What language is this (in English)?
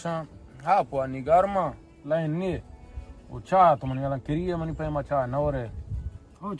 Baluchi